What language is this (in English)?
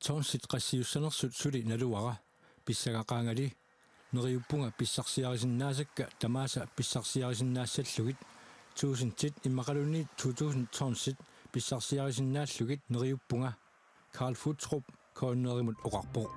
Kalaallisut